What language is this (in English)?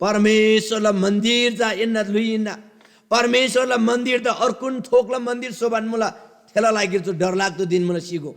Eastern Tamang